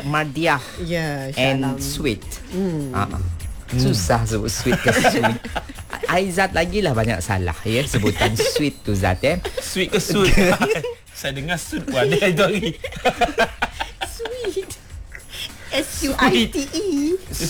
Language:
Malay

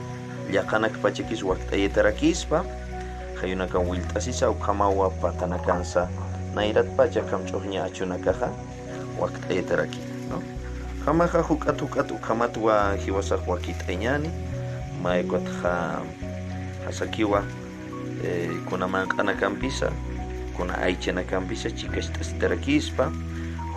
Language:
Aymara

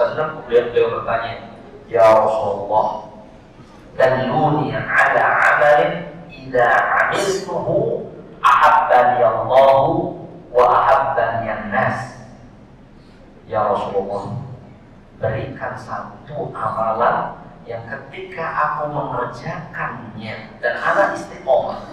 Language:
Indonesian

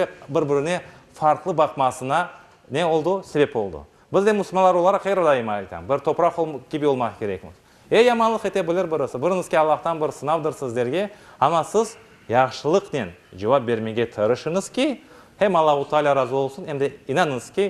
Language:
Crimean Tatar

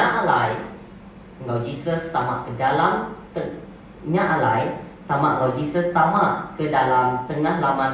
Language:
Iban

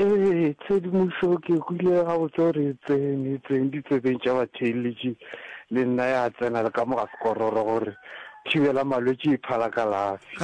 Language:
Northern Sotho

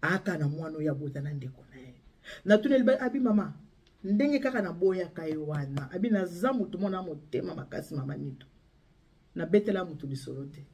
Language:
Lingala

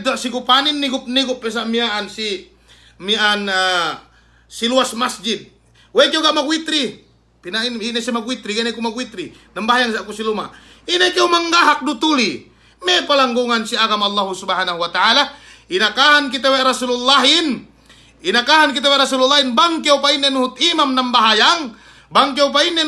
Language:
Yakan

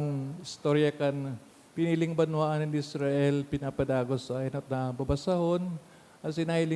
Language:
Bikol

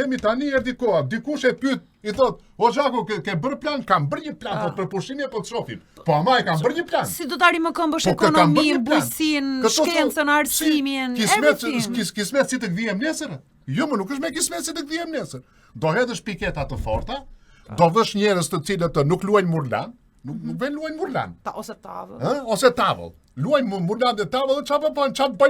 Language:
Albanian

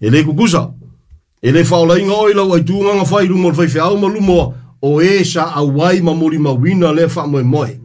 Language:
Samoan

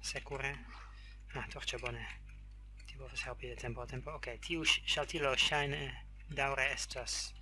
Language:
Esperanto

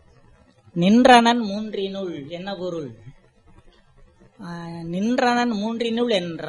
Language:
Tamil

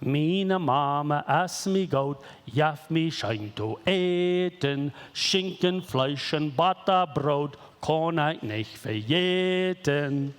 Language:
Plautdietsch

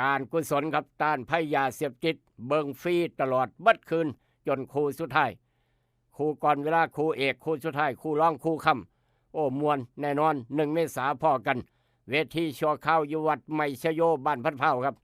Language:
Northeastern Thai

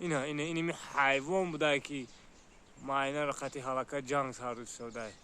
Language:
Tajik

